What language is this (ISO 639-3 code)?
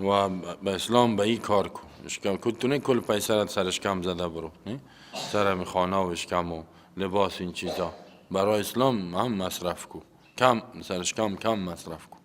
fas